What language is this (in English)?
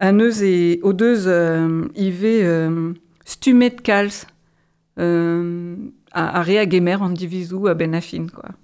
Breton